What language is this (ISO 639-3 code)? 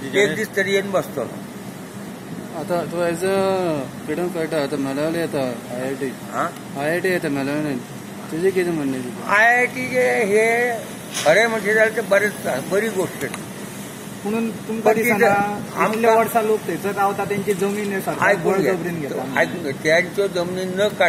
kok